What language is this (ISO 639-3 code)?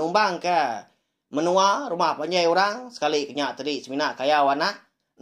iba